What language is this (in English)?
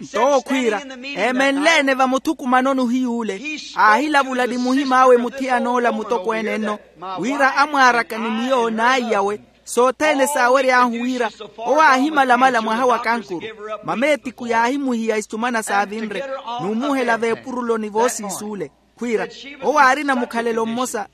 Makhuwa